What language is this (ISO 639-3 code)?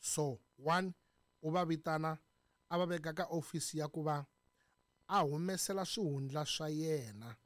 tso